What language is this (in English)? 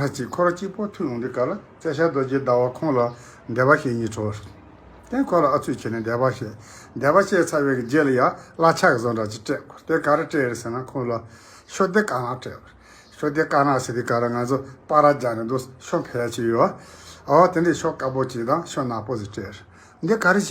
Tibetan